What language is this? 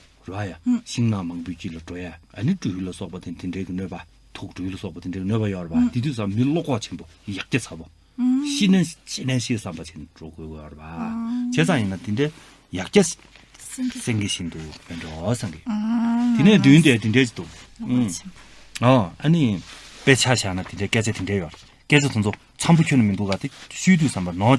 Tibetan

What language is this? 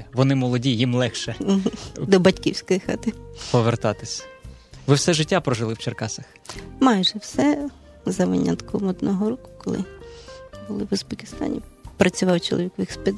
Ukrainian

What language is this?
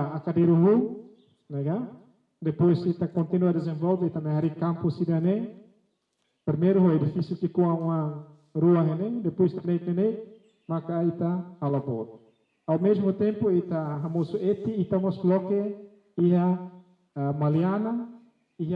Tetum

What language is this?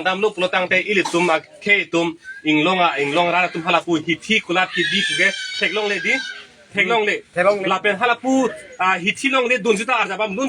Karbi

